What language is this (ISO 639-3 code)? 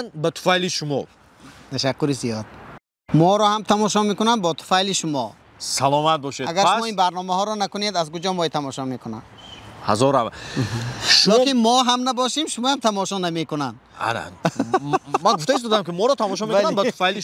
tgk